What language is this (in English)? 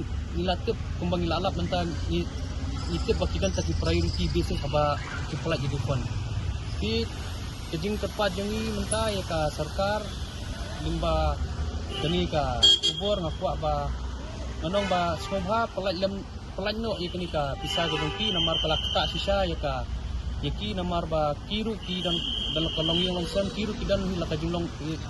Khasi